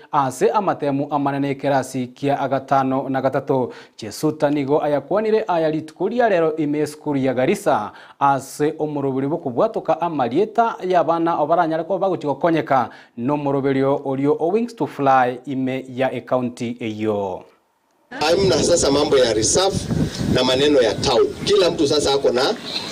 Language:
Gusii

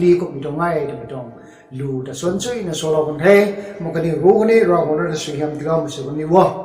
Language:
Rongmei Naga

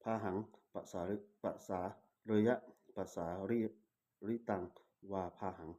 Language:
Pali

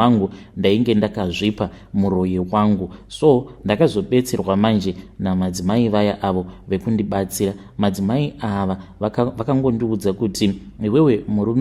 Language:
Shona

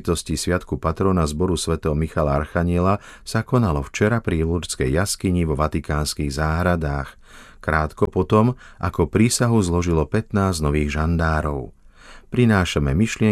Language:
Slovak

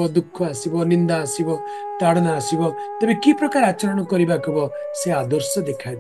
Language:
Odia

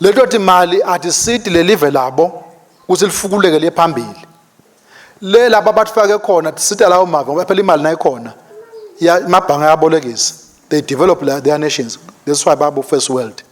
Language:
Swati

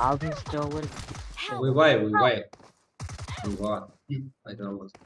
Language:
Kara-Kalpak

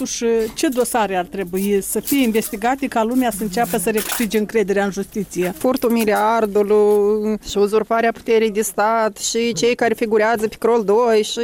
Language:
Romanian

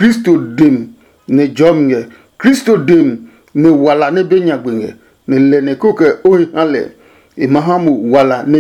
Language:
Adangme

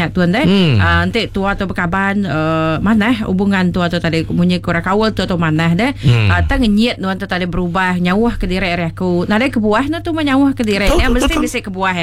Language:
Iban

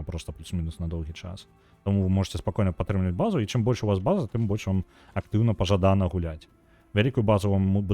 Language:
Belarusian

